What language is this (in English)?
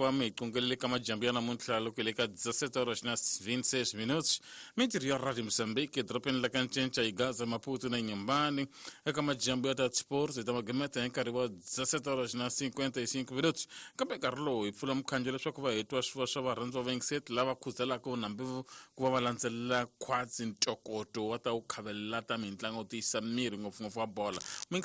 Tsonga